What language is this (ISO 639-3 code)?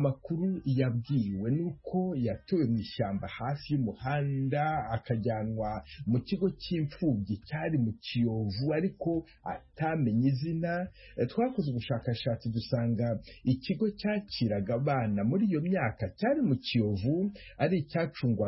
kin